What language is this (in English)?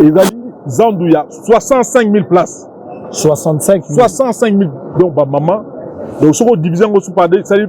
Lingala